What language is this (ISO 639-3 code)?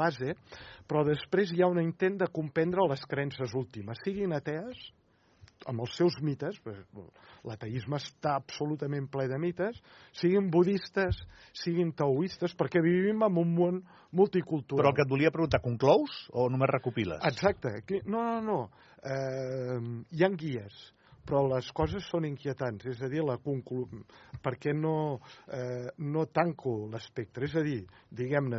cat